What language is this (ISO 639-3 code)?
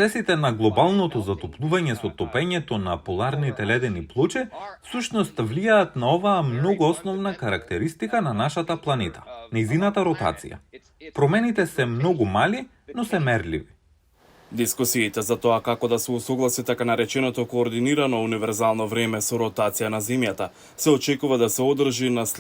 mkd